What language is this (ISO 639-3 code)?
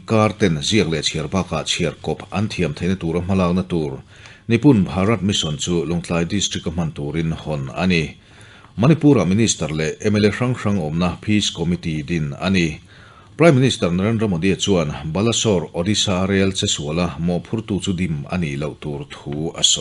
lus